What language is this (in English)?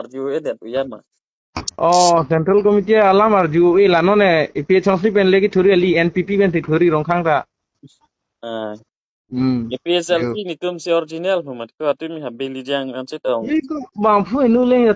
Karbi